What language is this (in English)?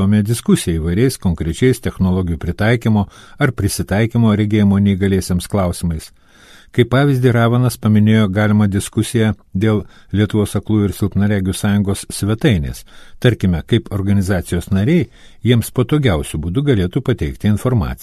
Lithuanian